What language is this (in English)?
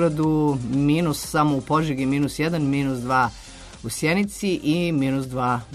Serbian